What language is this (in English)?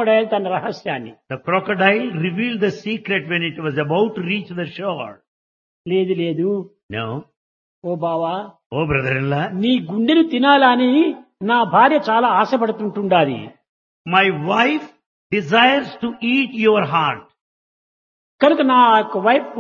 Telugu